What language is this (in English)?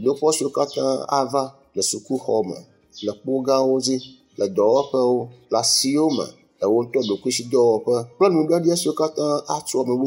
Ewe